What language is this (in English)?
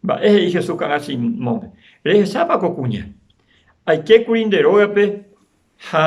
Guarani